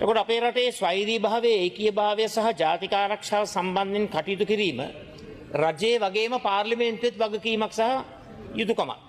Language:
Sinhala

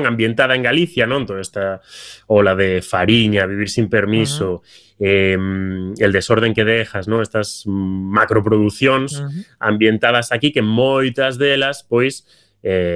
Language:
Galician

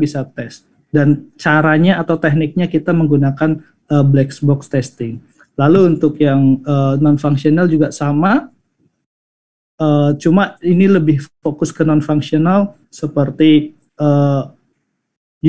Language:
Indonesian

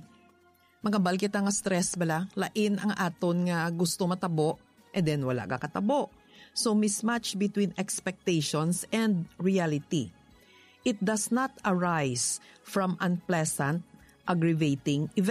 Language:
Hiligaynon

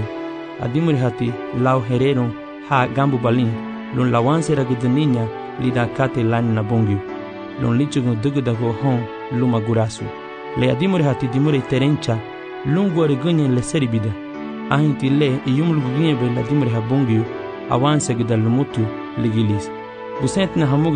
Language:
Garifuna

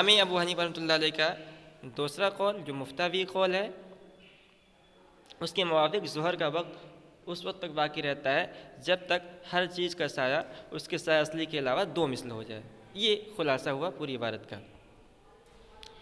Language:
Urdu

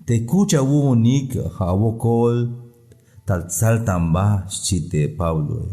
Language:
Tzeltal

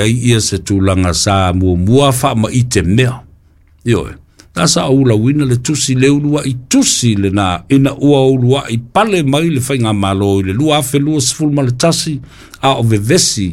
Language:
Samoan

